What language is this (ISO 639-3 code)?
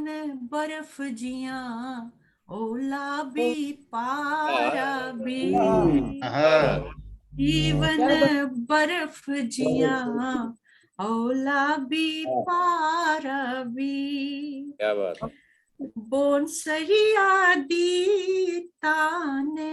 doi